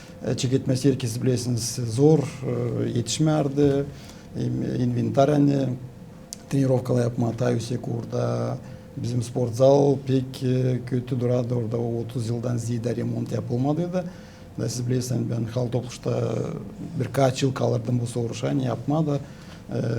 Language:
Gagauz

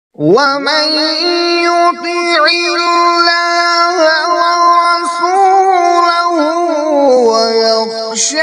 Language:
Kashmiri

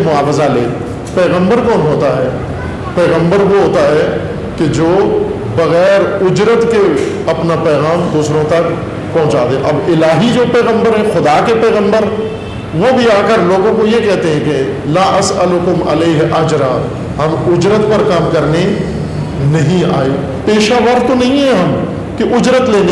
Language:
Urdu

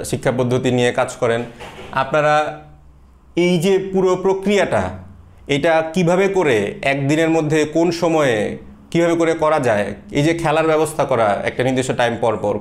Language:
Bangla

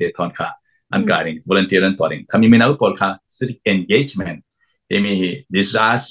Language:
Hakha Chin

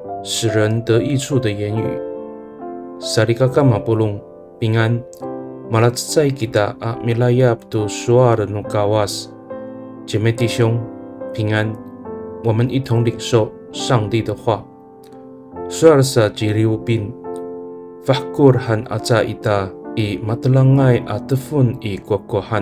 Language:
Amis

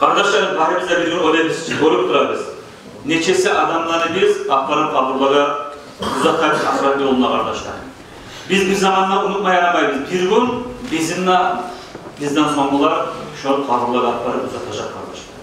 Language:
Kumyk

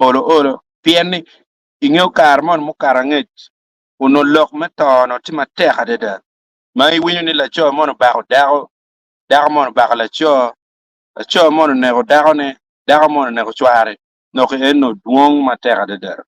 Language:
Acoli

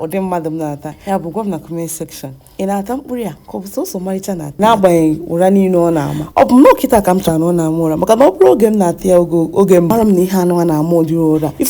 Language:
Igbo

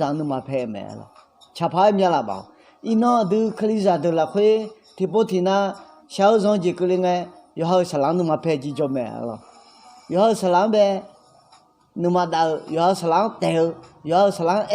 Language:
Akha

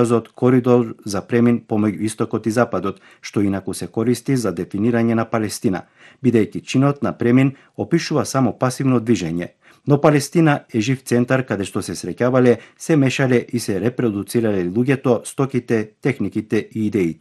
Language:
Macedonian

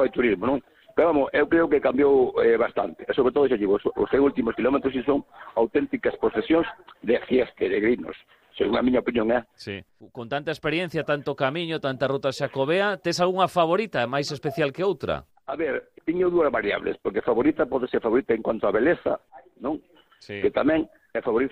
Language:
Galician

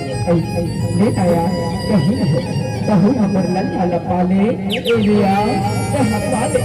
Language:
Chhattisgarhi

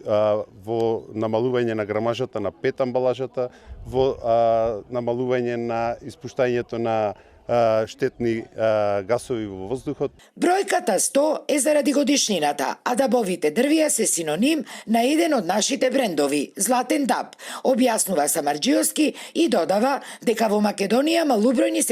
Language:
Macedonian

